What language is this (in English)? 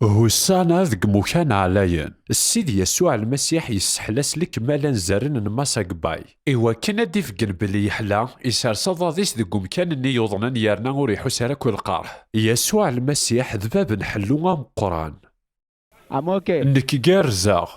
Kabyle